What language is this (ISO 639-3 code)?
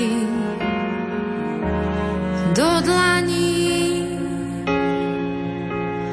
slk